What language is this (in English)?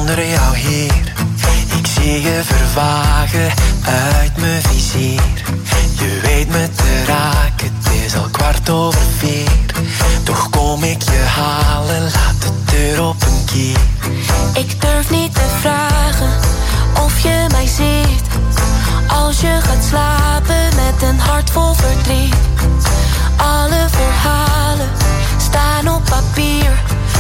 Dutch